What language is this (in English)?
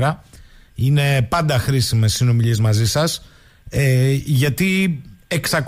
Greek